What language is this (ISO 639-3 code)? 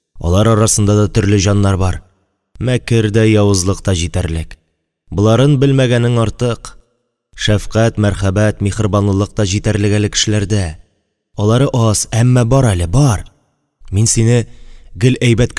tat